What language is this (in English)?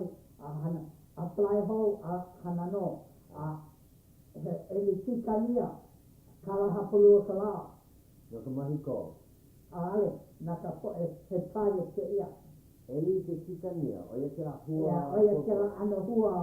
Hawaiian